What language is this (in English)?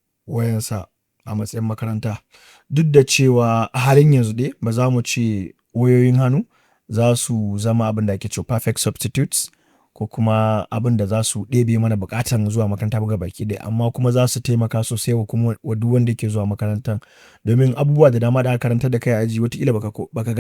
Hausa